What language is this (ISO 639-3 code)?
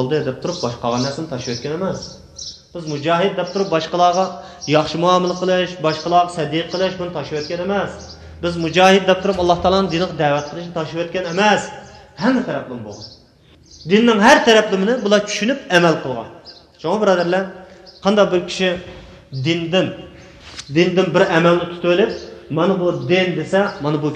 uig